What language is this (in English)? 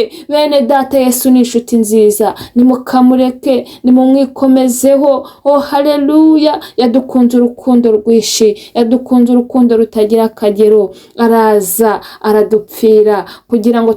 Kinyarwanda